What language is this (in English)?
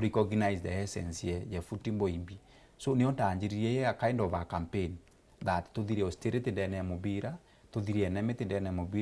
Meru